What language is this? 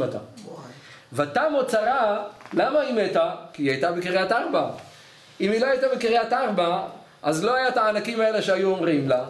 Hebrew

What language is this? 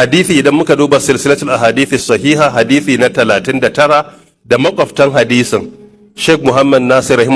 Hausa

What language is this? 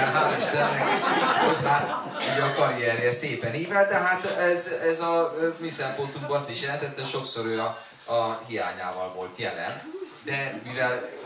Hungarian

